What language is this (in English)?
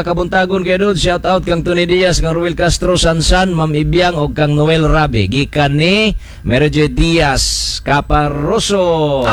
Cebuano